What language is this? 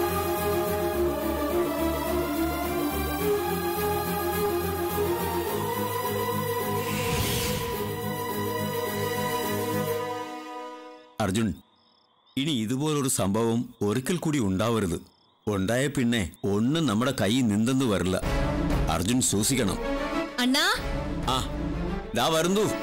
Malayalam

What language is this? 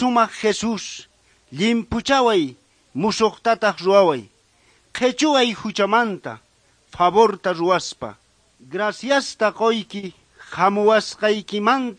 South Bolivian Quechua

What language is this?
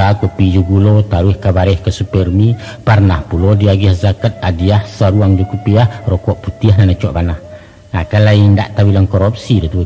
Minangkabau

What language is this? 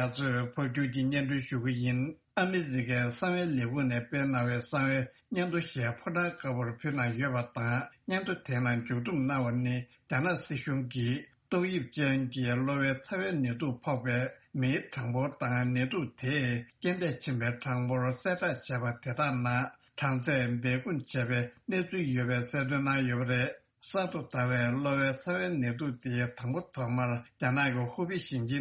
Tibetan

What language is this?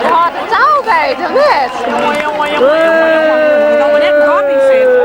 Western Frisian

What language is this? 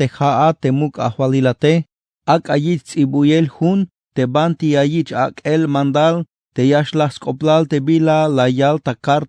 Tzeltal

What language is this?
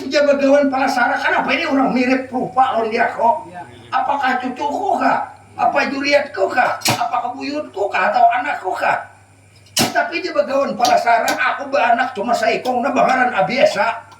Banjar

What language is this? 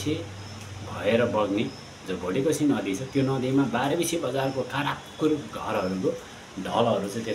Nepali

